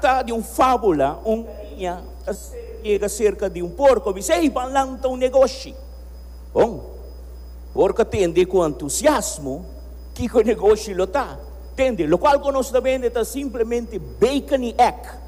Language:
Papiamento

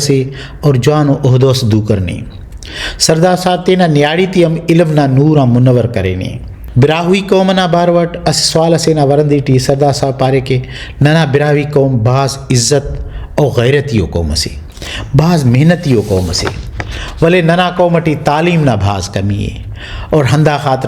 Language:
Brahui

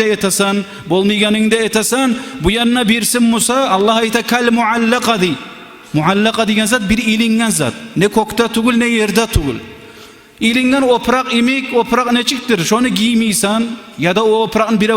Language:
Kumyk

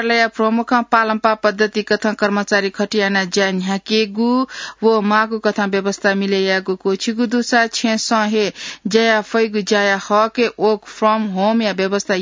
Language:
Newari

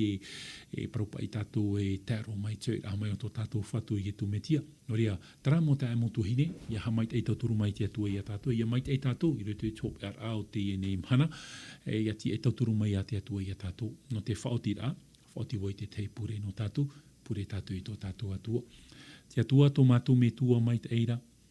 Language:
Tahitian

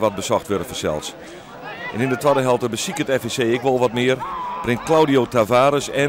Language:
Western Frisian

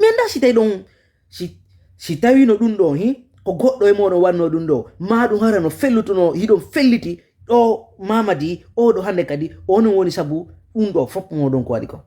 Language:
Fula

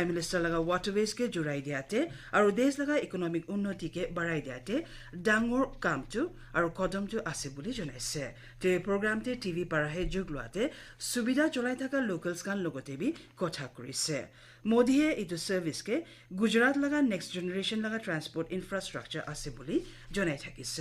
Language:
Naga Pidgin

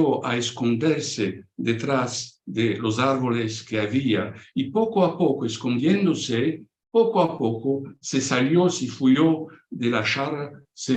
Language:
Ladino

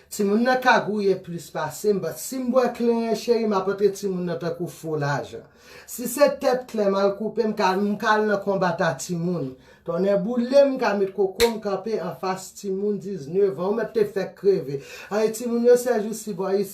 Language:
Haitian Creole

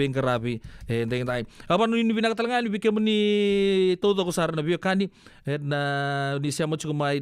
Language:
Fijian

